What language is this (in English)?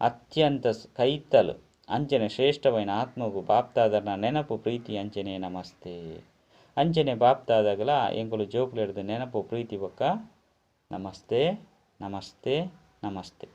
Tulu